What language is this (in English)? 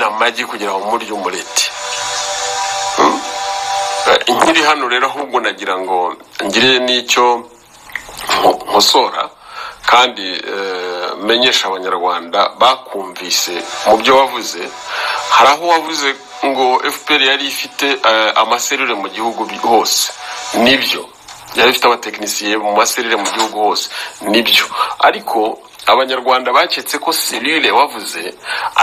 Kinyarwanda